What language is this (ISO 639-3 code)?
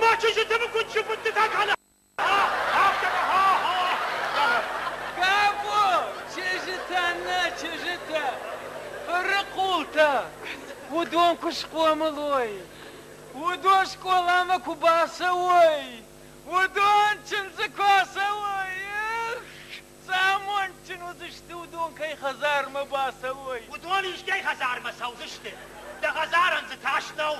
oss